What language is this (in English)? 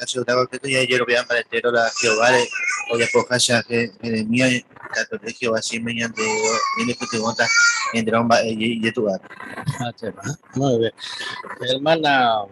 Guarani